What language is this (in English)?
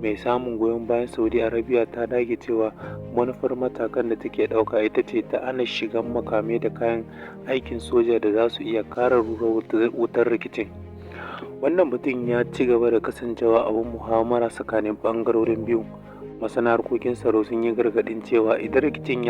Hausa